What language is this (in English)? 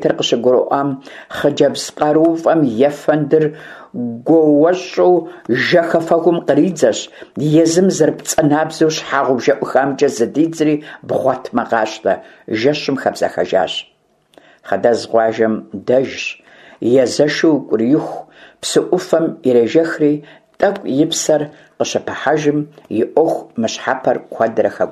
Kabardian